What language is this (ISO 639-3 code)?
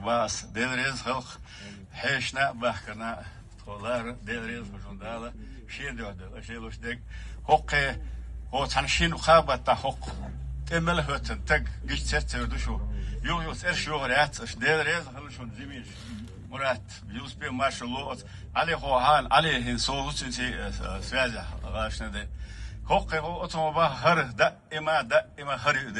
che